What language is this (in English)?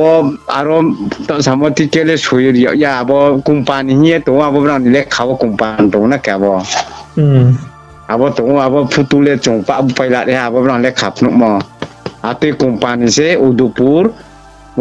Riang (India)